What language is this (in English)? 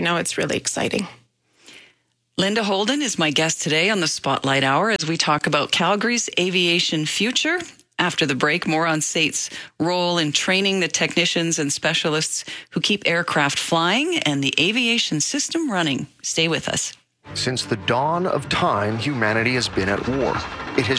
English